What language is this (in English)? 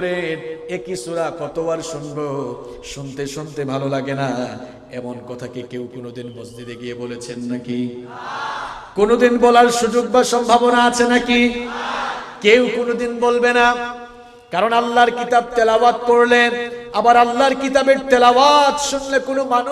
Bangla